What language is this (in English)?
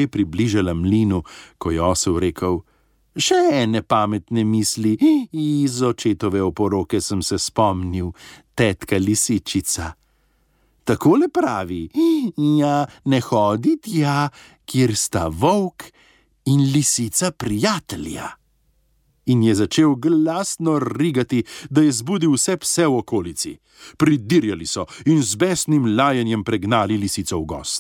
Slovenian